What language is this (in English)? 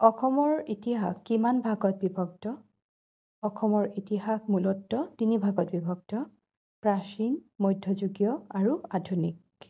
Assamese